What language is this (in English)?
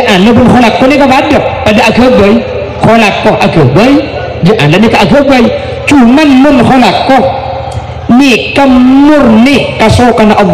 Madurese